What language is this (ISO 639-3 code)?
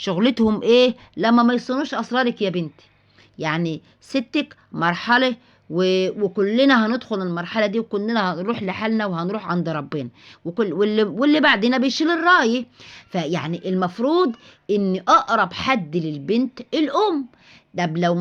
arz